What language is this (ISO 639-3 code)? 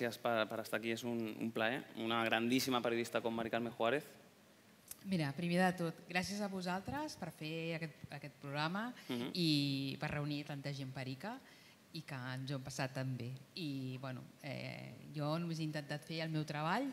cat